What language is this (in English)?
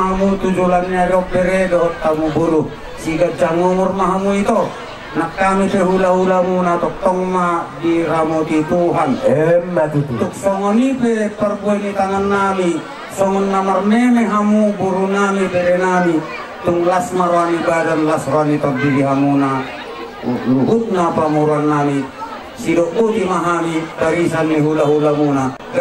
Batak Toba